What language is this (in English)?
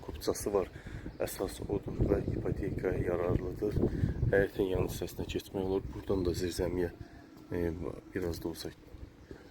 Azerbaijani